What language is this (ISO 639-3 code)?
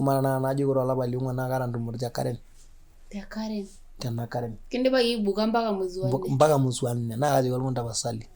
mas